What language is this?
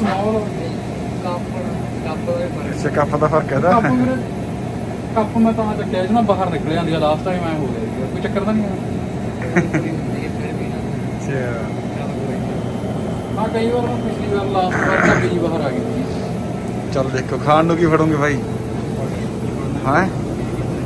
Punjabi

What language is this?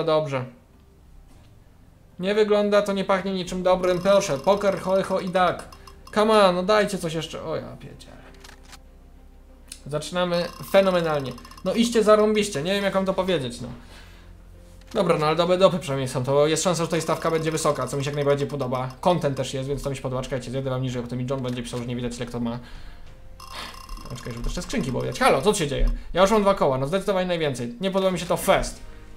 Polish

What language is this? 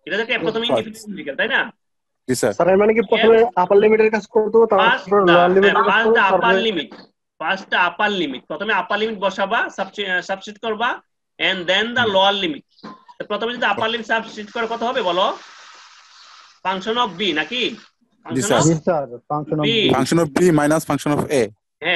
Bangla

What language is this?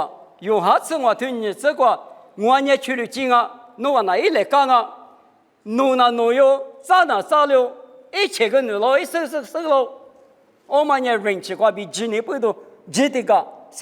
Lisu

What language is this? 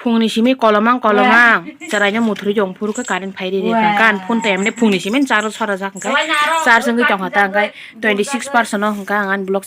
Kok Borok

